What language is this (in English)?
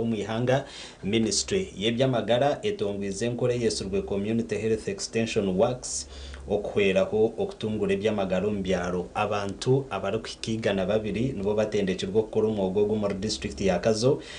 Nyankole